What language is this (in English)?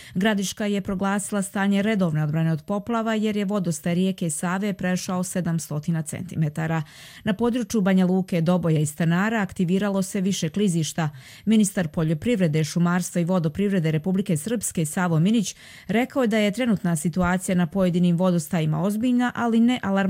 Croatian